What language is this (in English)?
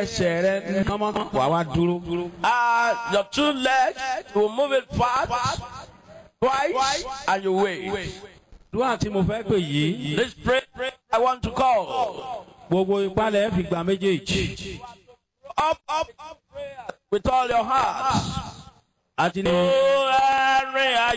Yoruba